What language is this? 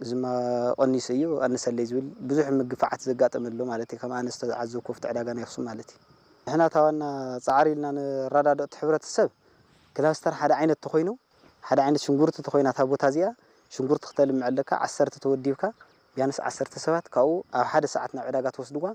Tigrinya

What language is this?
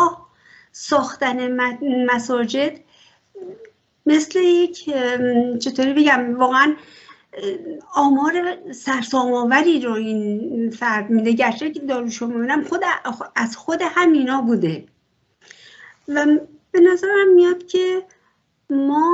Persian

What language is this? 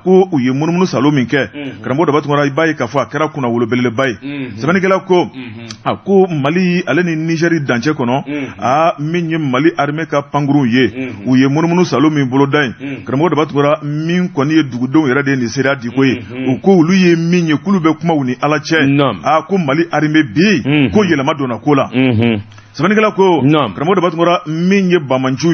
Bambara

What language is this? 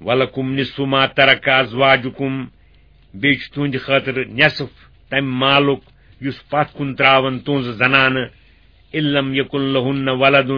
Kashmiri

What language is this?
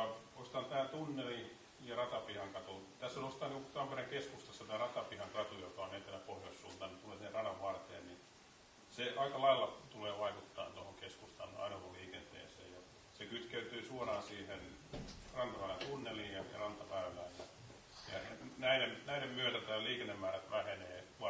Finnish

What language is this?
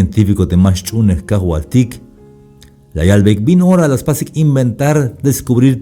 Tzeltal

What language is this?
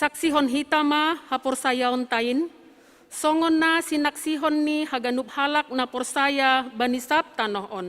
Batak Simalungun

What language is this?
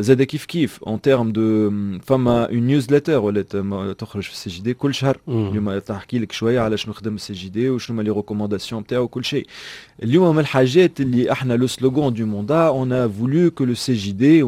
Tunisian Arabic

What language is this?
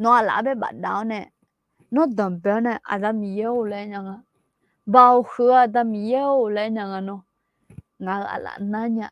Akha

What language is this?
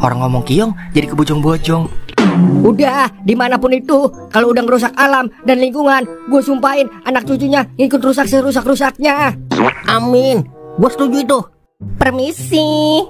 Betawi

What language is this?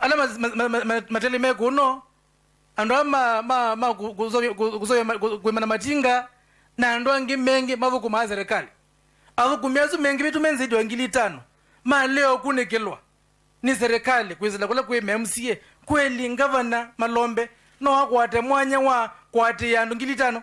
Kamba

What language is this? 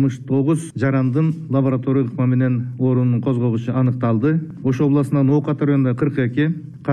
Kyrgyz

